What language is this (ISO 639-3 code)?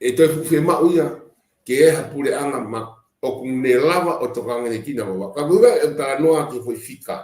ton